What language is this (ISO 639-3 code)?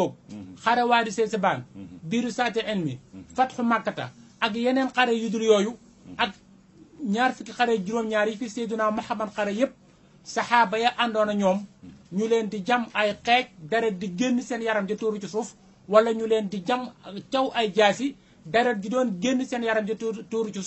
wol